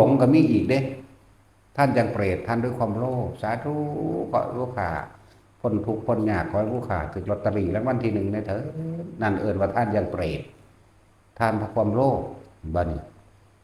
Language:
Northeastern Thai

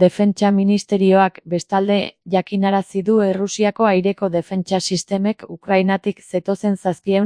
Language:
Basque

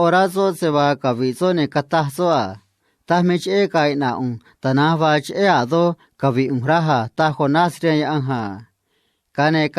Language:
Copala Triqui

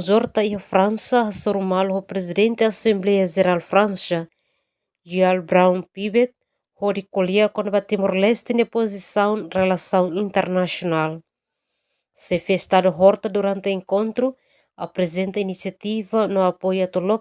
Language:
Tetum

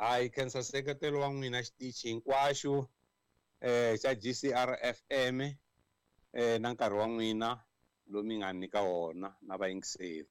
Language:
Tsonga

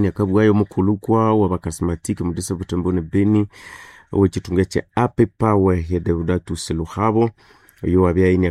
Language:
Nande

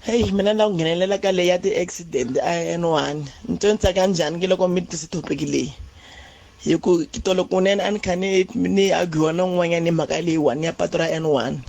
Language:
Tsonga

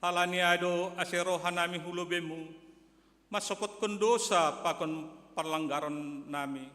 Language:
Batak Simalungun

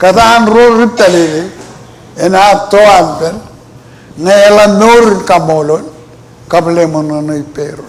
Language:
Marshallese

